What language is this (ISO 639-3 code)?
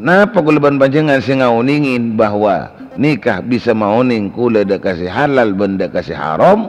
mad